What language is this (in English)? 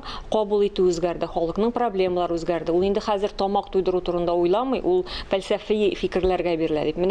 Tatar